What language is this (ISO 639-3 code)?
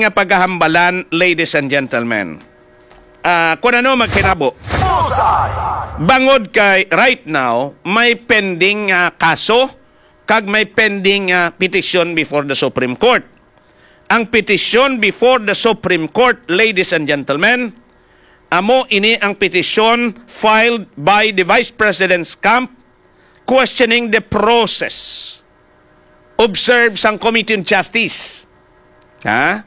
hil